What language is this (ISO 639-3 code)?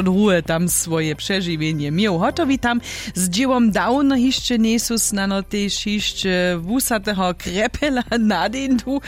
hsb